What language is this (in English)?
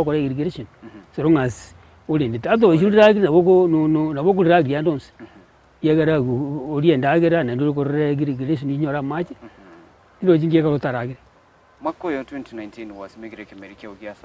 Gusii